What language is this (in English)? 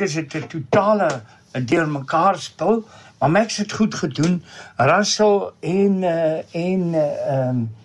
Afrikaans